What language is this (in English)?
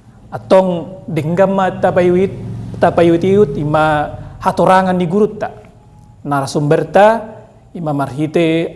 Batak Toba